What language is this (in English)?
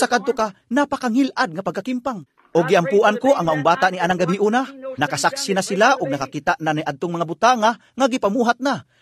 Cebuano